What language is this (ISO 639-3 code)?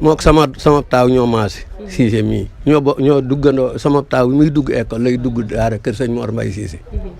wol